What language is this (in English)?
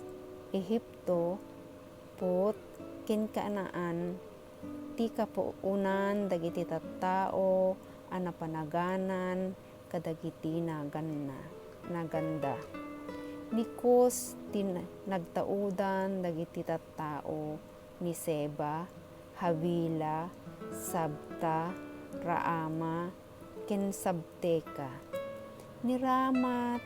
Iloko